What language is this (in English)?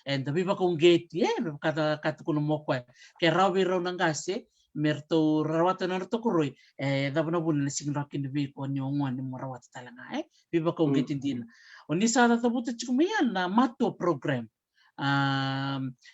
Fijian